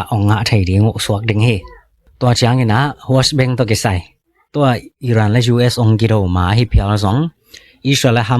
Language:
Tedim Chin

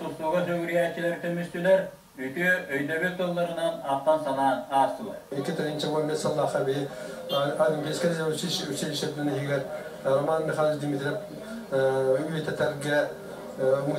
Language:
Yakut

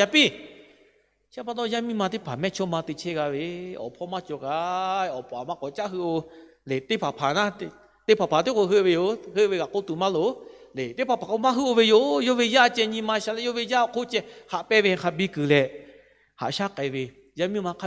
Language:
Lahu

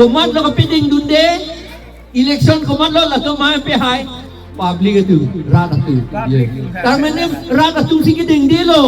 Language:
Karbi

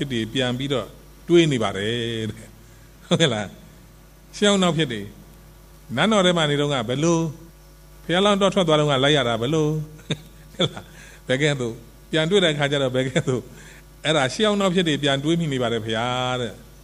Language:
Burmese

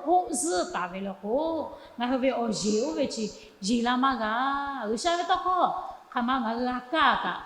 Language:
Lahu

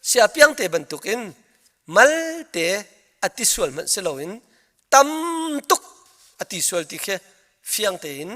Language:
Hakha Chin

